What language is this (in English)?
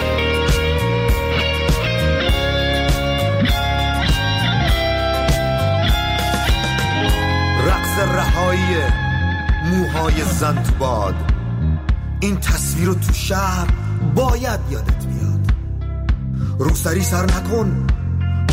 Persian